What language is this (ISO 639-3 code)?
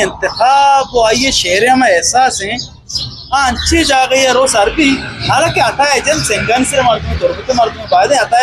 bgp